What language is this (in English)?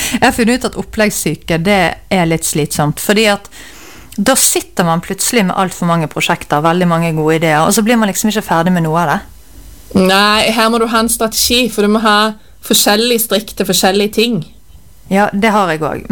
Norwegian